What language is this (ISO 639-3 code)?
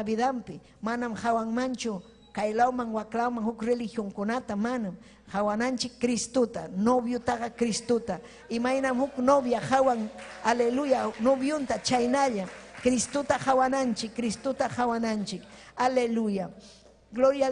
quy